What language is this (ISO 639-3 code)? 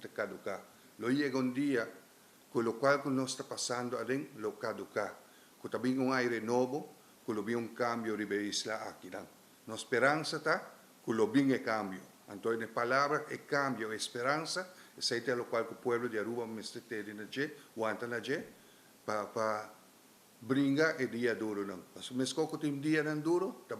pap